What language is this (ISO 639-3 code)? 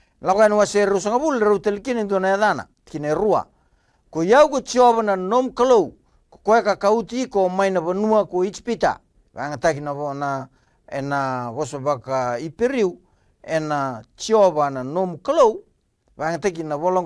fij